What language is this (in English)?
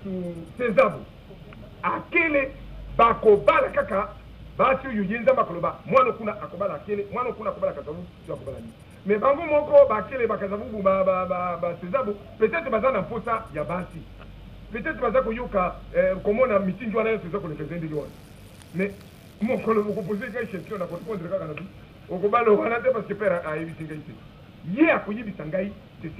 Lingala